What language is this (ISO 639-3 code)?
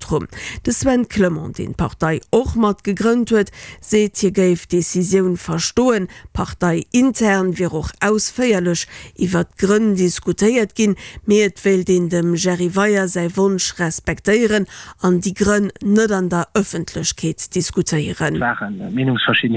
ltz